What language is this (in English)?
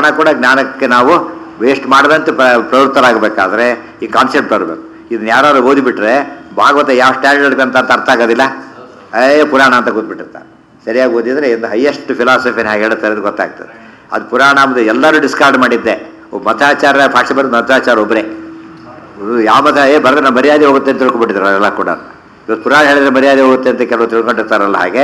Kannada